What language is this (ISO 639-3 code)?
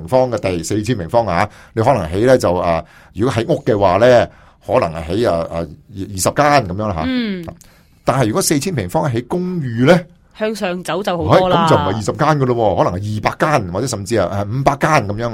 yue